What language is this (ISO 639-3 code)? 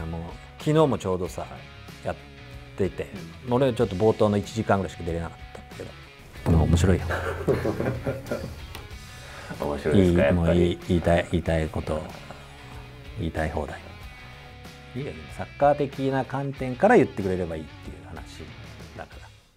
jpn